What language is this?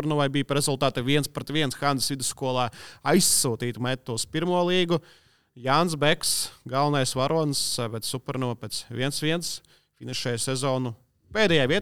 Latvian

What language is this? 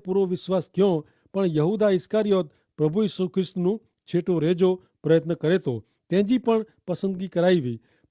Kachhi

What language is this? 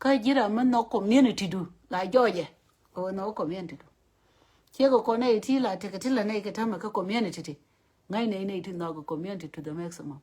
Nuer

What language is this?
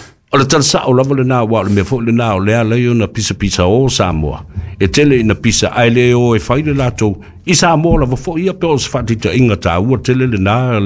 Samoan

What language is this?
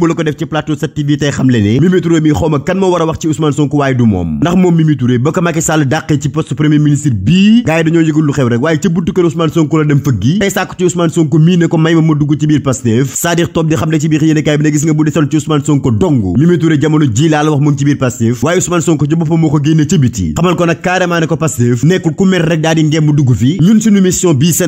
Wolof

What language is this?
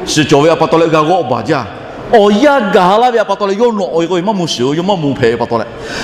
Lahu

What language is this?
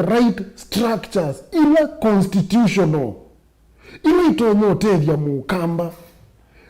Kamba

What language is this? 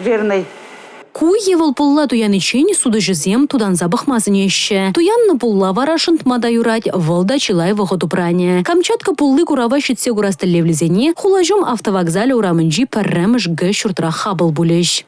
Chuvash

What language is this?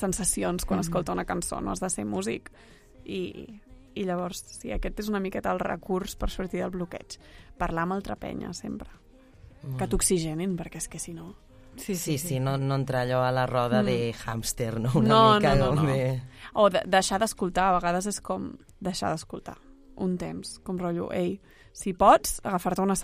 Catalan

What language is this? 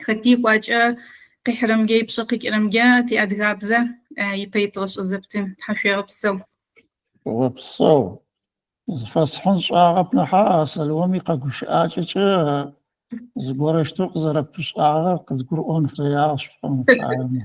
Adyghe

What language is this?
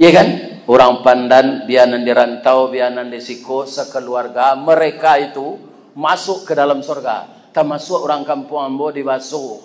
Minangkabau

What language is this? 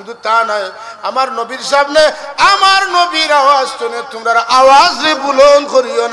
Sylheti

